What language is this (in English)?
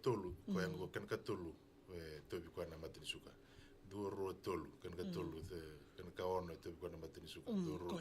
Fijian